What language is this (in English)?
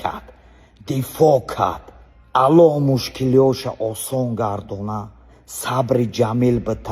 Tajik